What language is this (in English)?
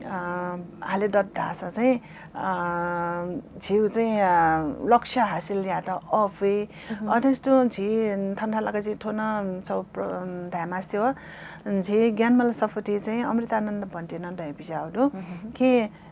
Newari